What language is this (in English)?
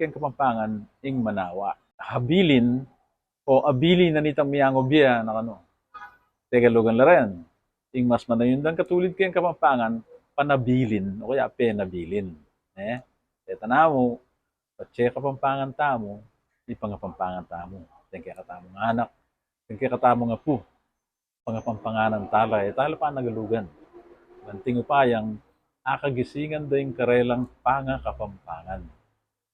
Pampanga